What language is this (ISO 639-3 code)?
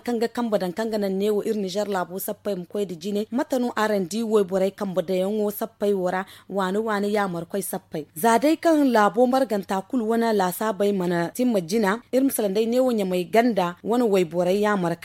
dje